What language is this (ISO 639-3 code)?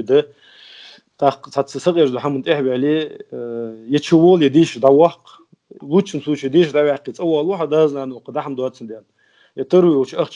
inh